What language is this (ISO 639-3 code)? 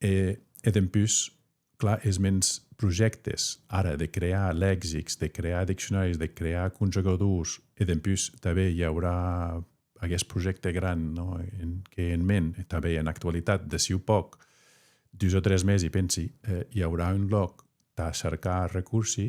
oci